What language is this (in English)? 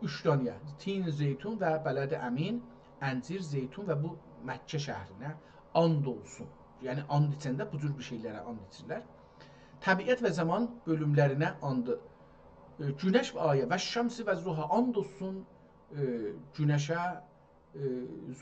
South Azerbaijani